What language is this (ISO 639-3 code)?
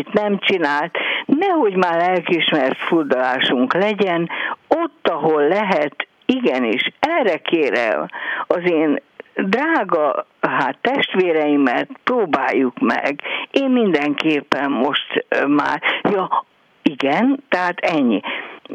hun